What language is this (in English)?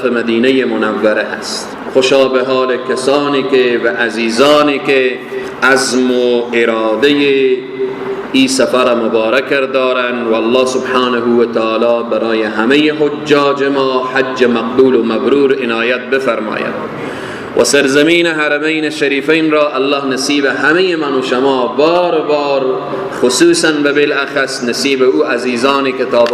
Persian